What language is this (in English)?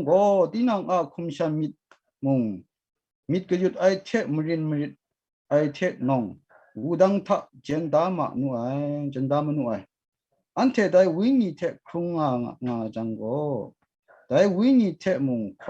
Kachin